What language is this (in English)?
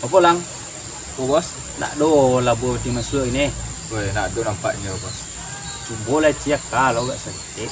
Minangkabau